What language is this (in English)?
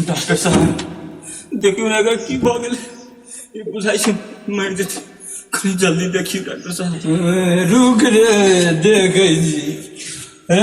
Maithili